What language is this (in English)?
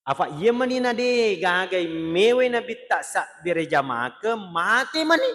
Buginese